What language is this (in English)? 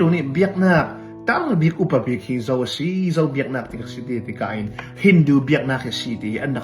Hakha Chin